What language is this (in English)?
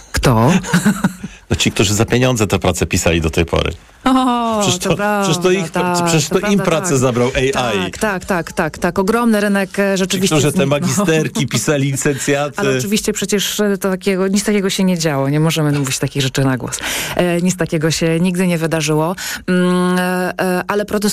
Polish